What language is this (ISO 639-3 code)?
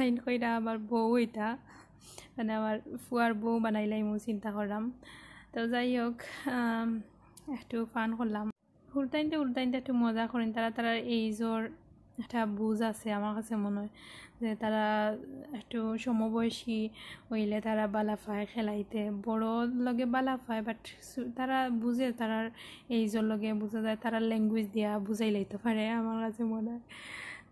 syl